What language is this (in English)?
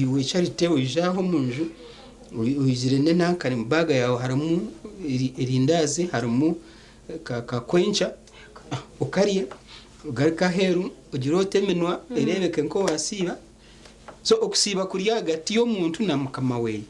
Nyankole